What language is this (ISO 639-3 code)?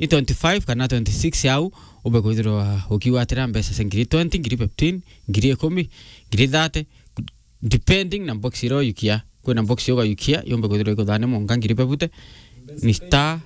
mer